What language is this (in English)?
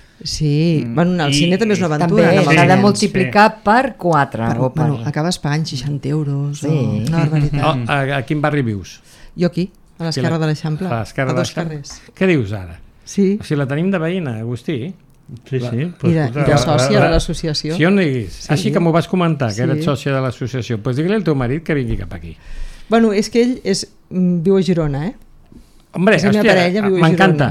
Catalan